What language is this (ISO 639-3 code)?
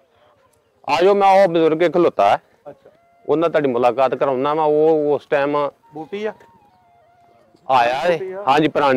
pan